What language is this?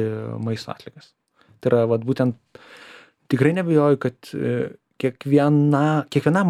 Lithuanian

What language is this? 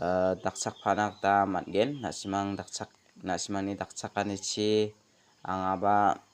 Garo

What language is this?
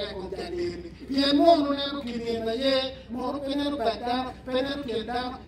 Acoli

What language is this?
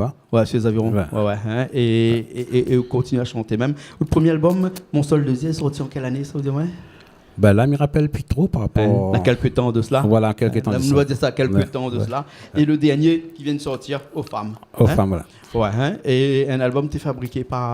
Réunion Creole French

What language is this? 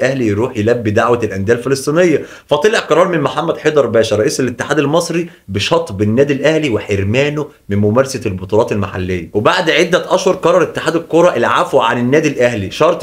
Egyptian Arabic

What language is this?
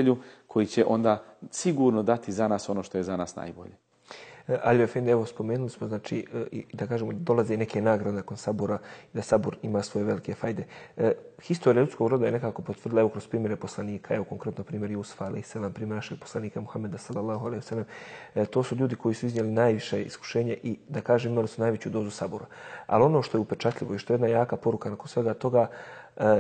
Bosnian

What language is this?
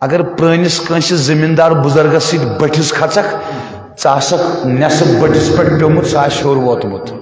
Kashmiri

